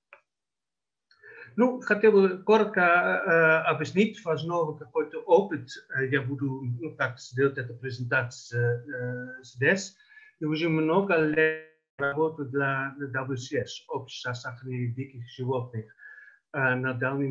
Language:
Russian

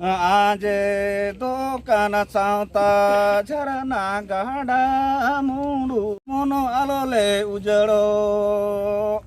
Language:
Santali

